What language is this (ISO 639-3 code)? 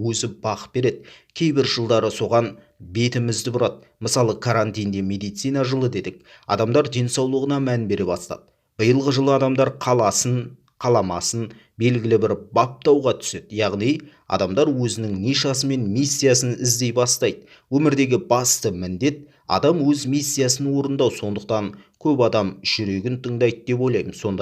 kaz